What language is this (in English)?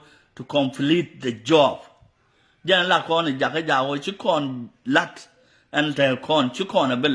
Nuer